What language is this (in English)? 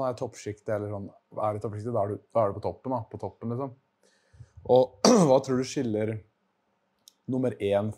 Norwegian